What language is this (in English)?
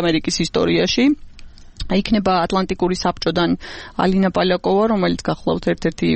Georgian